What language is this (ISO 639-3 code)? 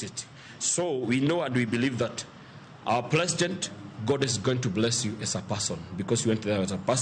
luo